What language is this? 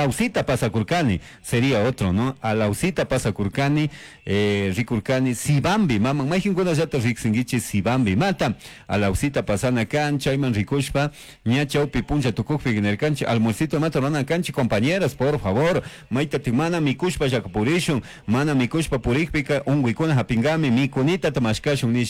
Chimborazo Highland Quichua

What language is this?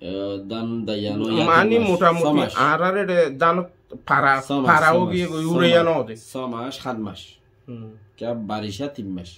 Rohingya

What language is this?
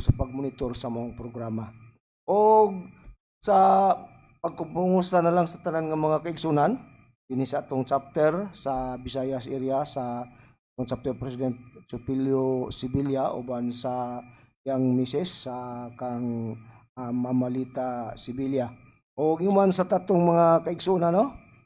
Cebuano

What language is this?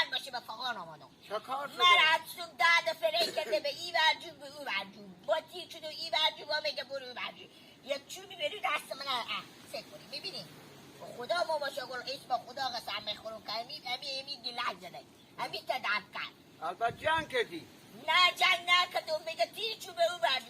Hazaragi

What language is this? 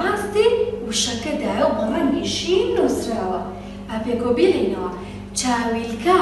Central Kurdish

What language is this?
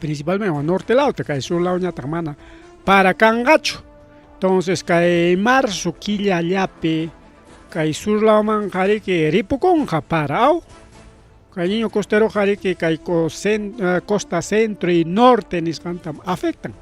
Ayacucho Quechua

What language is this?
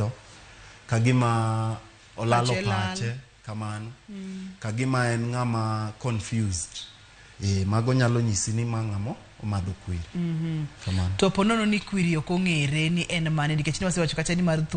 Luo (Kenya and Tanzania)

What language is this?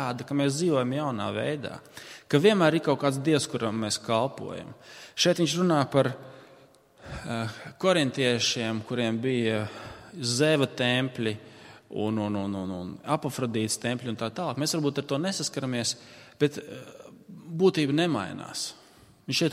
Latvian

